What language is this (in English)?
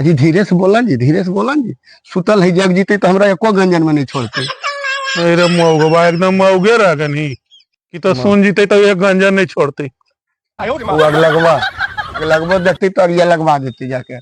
Magahi